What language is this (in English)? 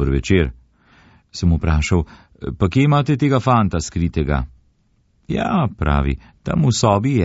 Slovenian